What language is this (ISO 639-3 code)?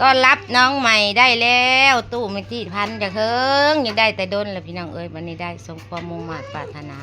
tts